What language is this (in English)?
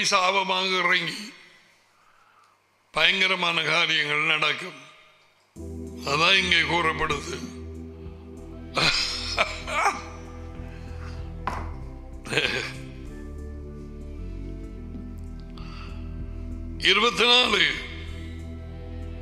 Tamil